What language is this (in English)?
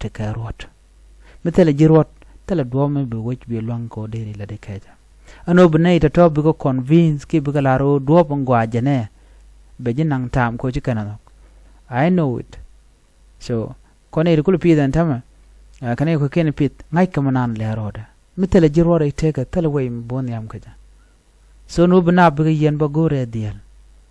Nuer